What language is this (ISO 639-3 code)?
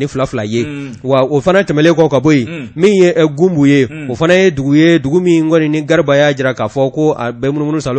bam